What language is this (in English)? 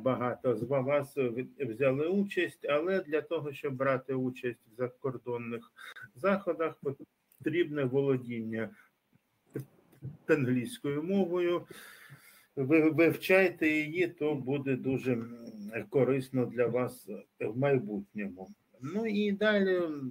Ukrainian